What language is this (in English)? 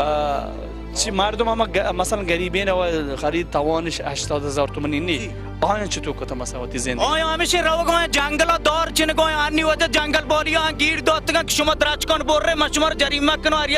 Baluchi